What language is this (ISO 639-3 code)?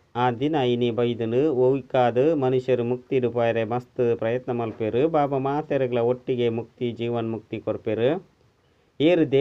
tcy